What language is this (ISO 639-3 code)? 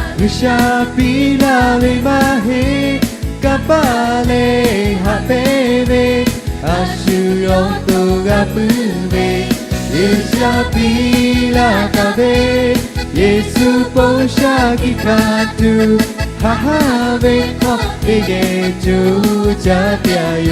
lhu